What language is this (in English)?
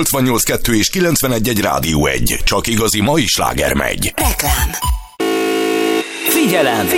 Hungarian